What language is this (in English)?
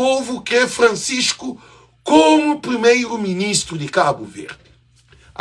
Kabuverdianu